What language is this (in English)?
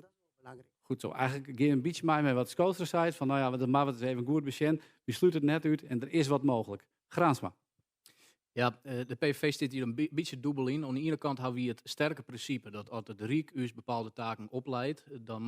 Western Frisian